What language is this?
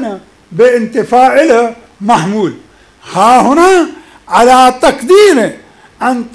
Arabic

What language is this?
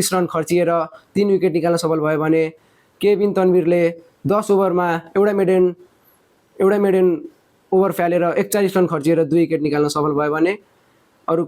Nepali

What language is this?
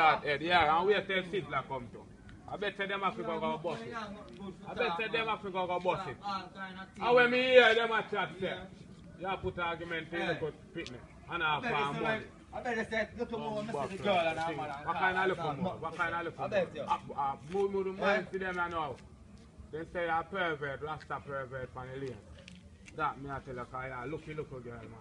Jamaican Creole English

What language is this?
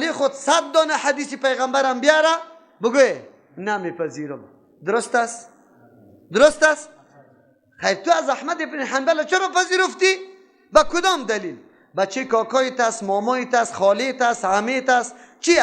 Persian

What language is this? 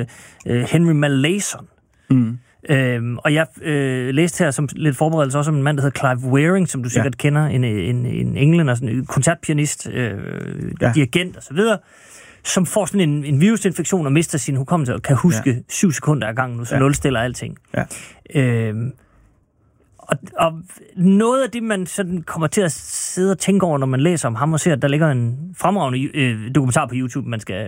Danish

